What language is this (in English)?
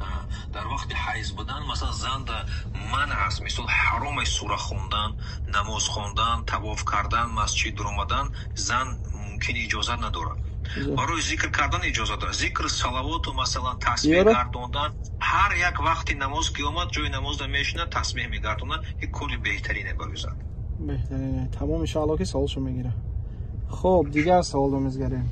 Tajik